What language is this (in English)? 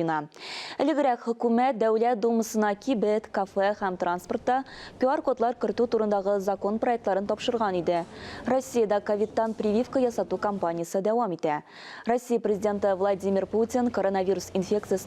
Tatar